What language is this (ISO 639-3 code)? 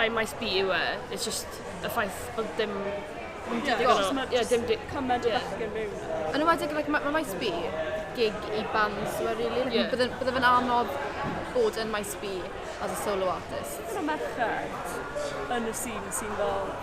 cym